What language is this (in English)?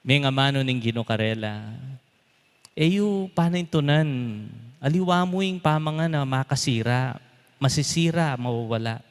Pampanga